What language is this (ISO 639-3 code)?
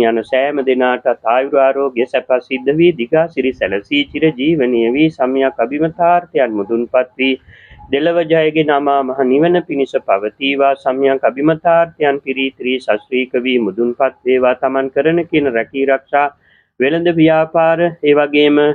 sin